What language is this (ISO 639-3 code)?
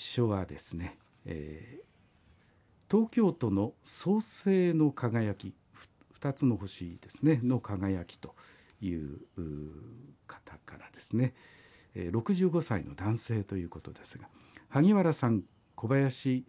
jpn